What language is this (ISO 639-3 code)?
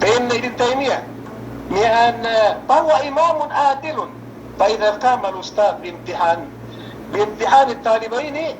yka